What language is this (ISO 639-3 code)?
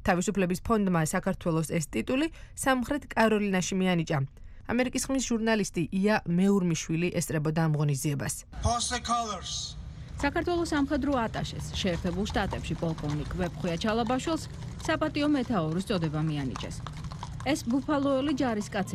kat